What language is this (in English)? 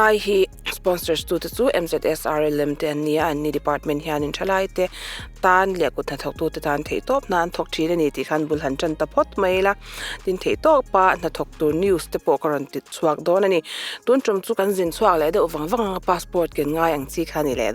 Mizo